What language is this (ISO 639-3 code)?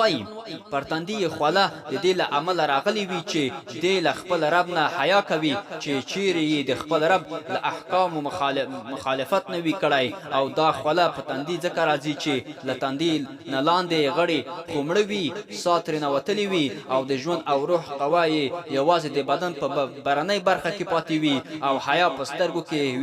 pus